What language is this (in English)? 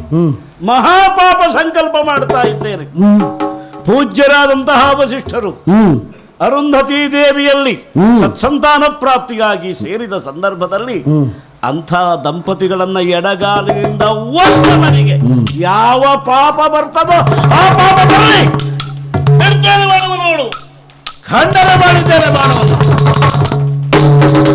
Kannada